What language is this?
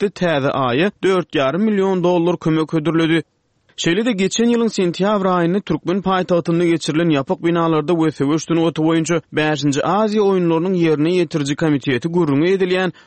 Turkmen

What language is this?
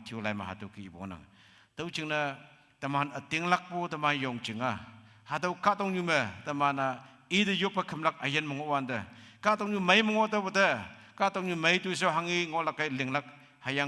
Konyak Naga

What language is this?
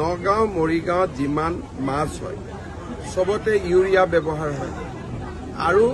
Assamese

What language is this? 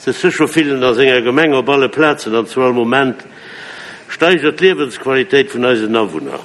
Luxembourgish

